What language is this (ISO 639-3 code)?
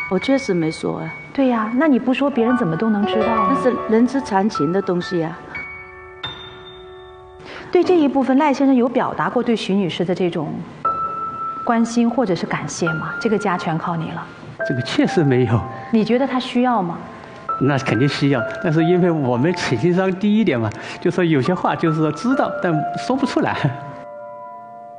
zho